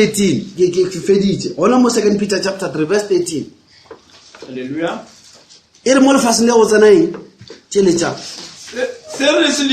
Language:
Northern Sotho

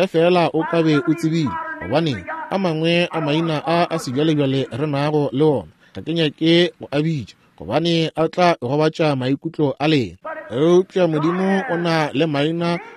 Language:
Northern Sotho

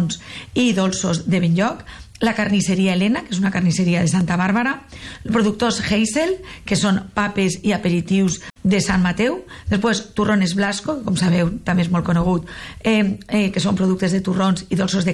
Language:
Catalan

